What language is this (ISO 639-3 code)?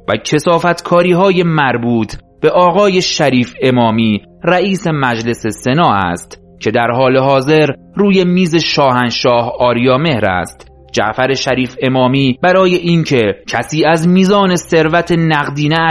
fas